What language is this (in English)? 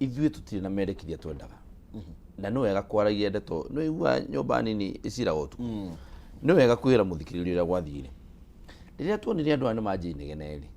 Kikuyu